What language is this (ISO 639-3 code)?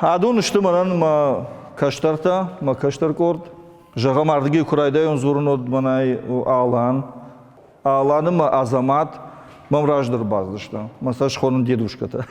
oss